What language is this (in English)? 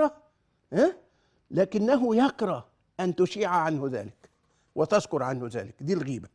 Egyptian Arabic